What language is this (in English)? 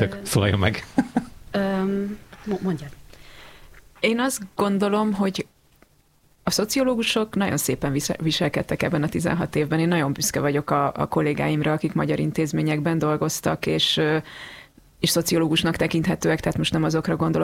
Hungarian